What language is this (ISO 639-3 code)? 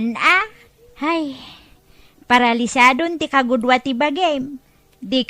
ilo